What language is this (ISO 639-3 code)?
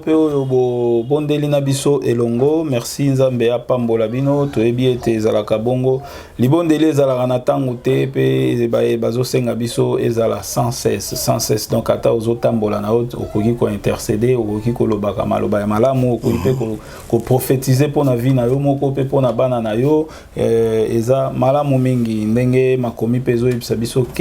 lin